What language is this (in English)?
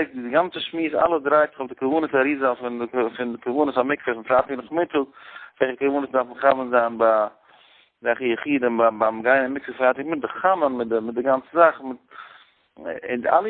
Yiddish